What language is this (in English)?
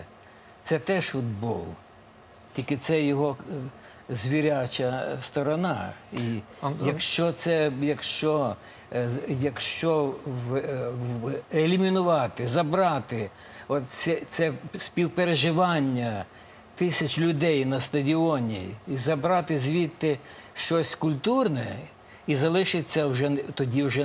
Ukrainian